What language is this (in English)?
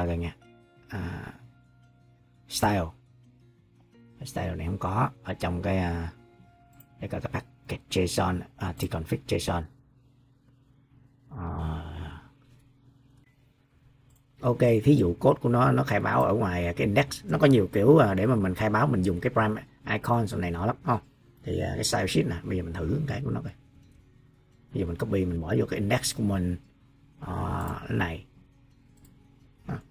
Vietnamese